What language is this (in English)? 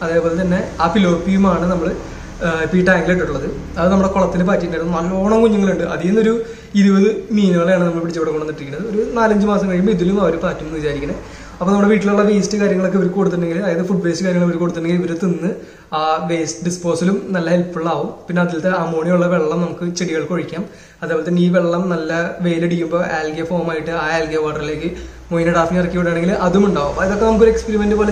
Malayalam